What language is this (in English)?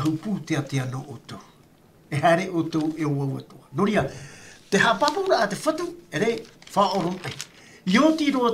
Tahitian